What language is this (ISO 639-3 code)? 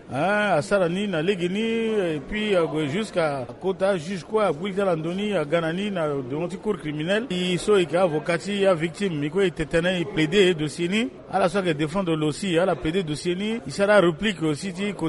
sag